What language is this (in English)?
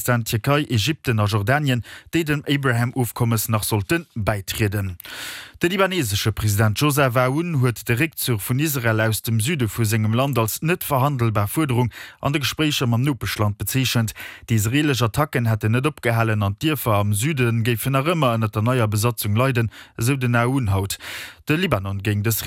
Luxembourgish